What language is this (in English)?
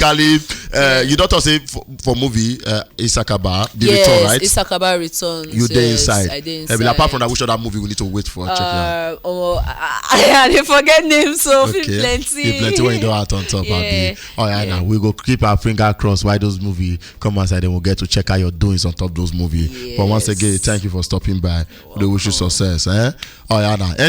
Nigerian Pidgin